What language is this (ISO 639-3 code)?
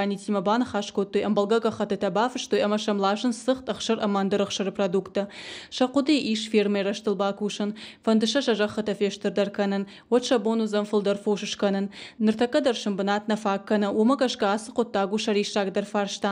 oss